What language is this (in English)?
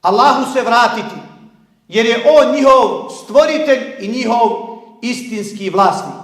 Bosnian